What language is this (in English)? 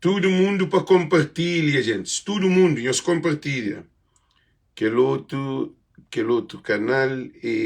Kabuverdianu